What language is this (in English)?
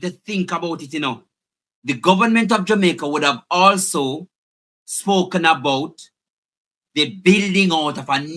Jamaican Creole English